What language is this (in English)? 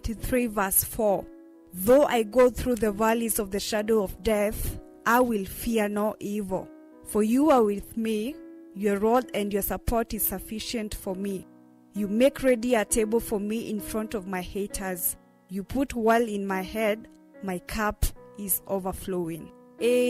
Kamba